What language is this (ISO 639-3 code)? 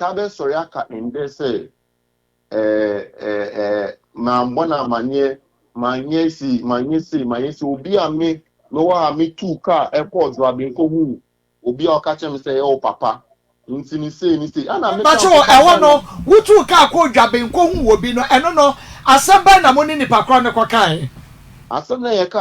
aka